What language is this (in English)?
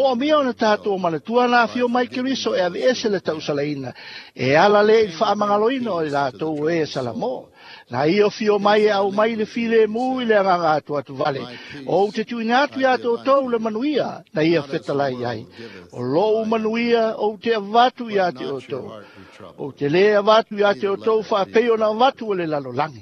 Samoan